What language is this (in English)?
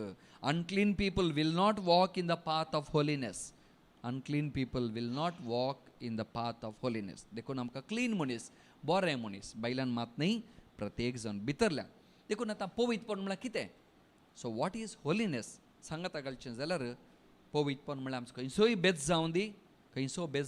Konkani